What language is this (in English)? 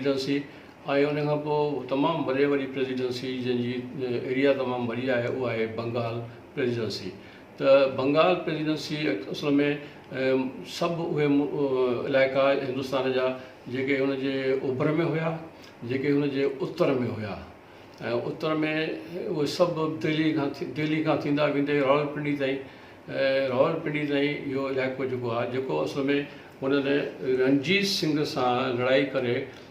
Sindhi